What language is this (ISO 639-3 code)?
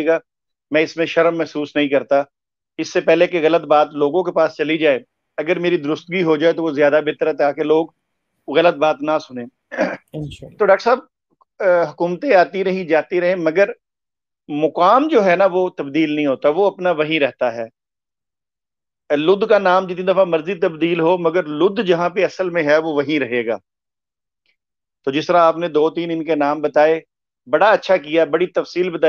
urd